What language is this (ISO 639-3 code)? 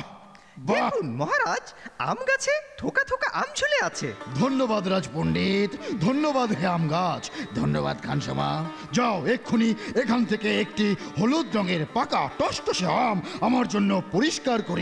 ben